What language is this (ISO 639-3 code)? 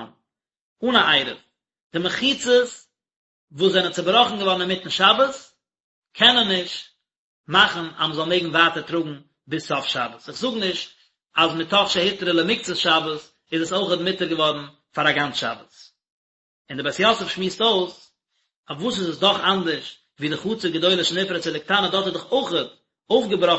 yid